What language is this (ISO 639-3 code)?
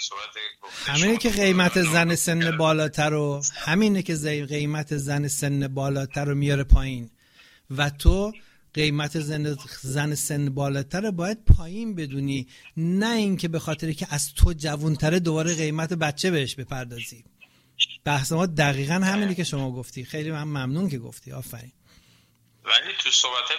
fas